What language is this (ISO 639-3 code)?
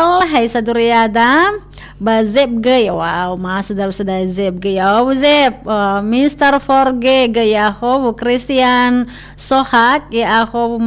nia